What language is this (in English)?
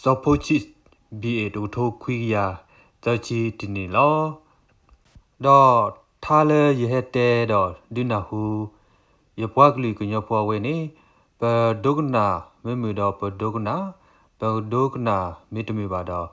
S'gaw Karen